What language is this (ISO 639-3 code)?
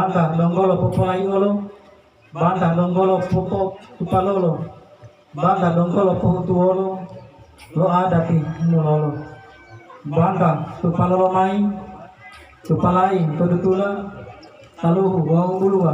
gor